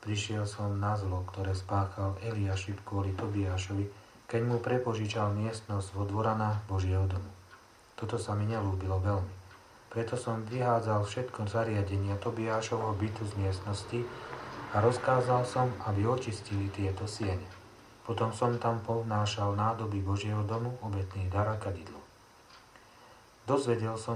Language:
Slovak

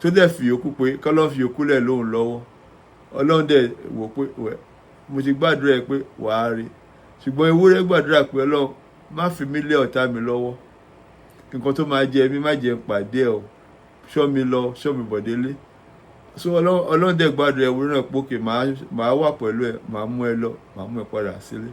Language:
Yoruba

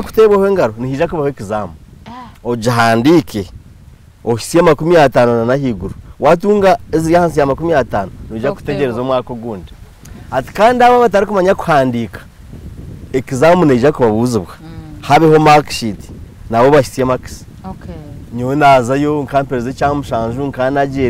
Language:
Nyankole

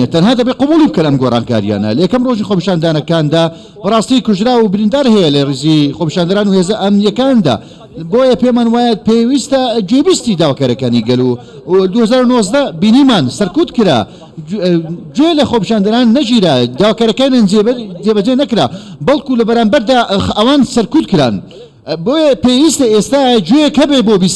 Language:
Central Kurdish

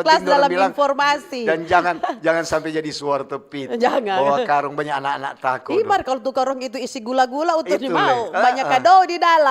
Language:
Manado Malay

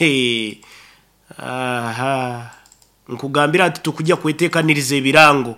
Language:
Nyoro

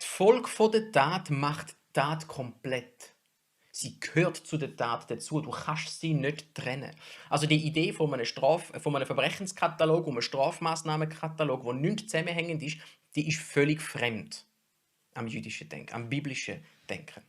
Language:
Swiss German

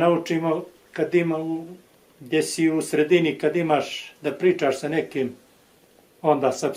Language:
Bosnian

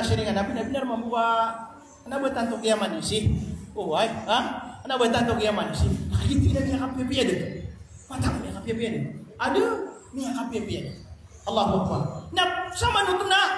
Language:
Maranao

